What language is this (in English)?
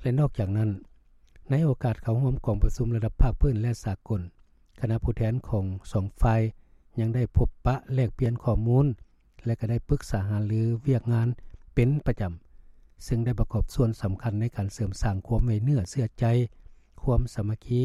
Lao